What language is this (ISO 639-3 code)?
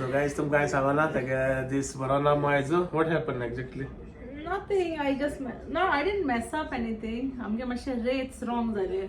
kok